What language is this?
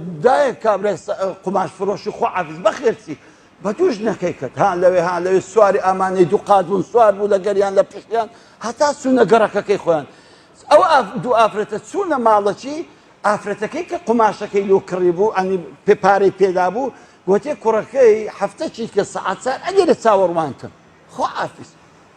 Central Kurdish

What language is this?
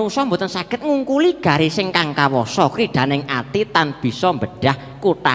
Javanese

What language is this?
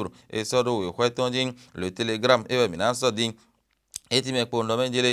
Fon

